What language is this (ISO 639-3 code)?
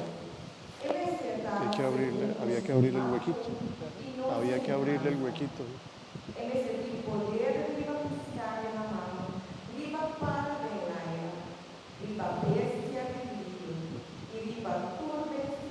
pap